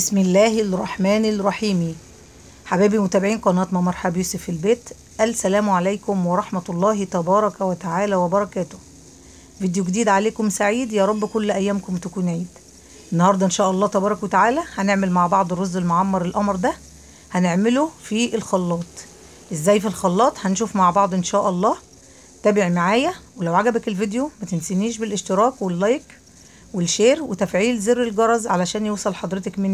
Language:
Egyptian Arabic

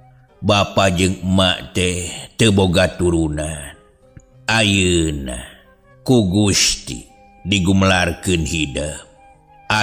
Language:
Sundanese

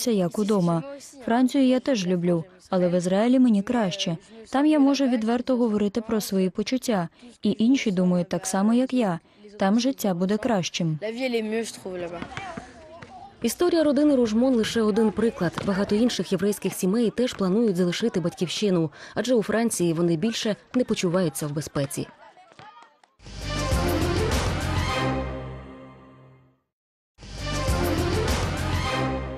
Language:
Ukrainian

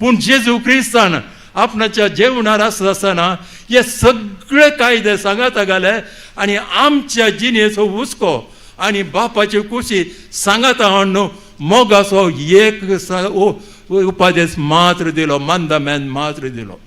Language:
Konkani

